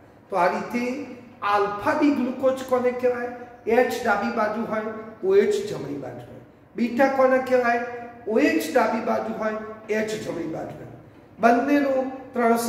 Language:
Gujarati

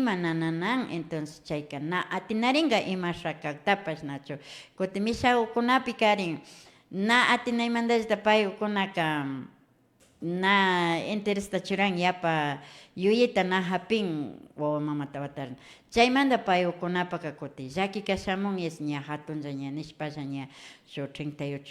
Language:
Imbabura Highland Quichua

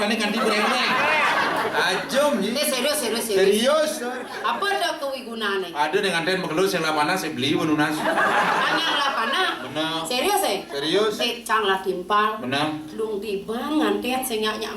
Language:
Balinese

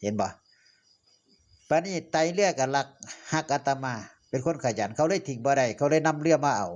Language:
Northeastern Thai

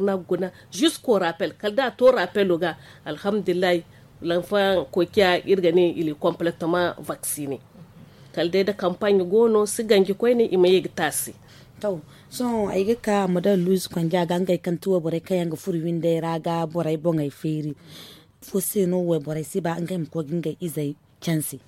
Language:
Zarma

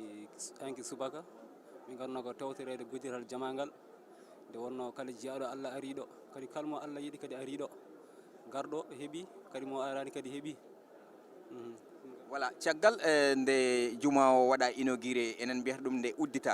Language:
Fula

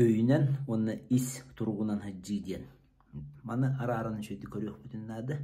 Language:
Yakut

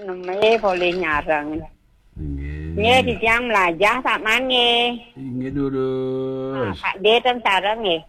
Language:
Balinese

